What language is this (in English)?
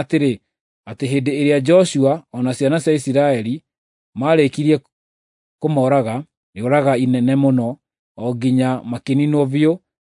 Kikuyu